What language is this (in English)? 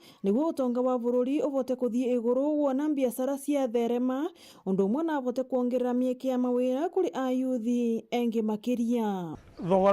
Meru